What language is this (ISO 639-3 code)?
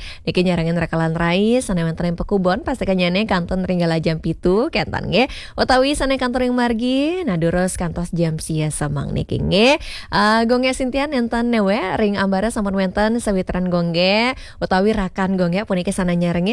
ban